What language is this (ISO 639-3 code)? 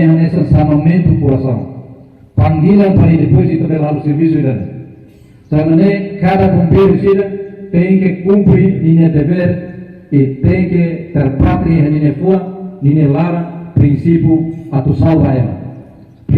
tet